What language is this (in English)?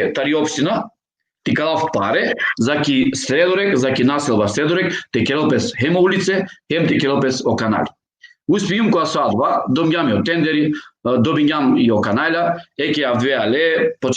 Balkan Romani